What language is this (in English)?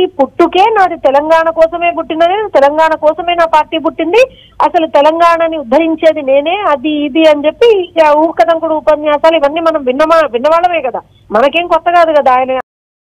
Telugu